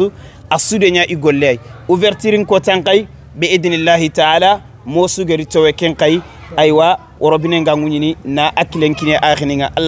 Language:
Soninke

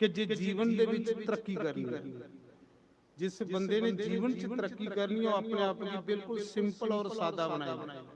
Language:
Dogri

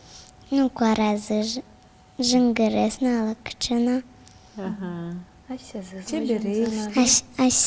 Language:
Udmurt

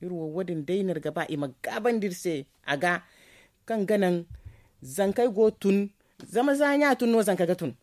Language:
Zarma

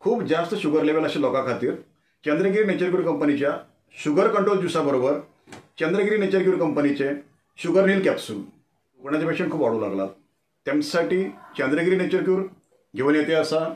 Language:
Konkani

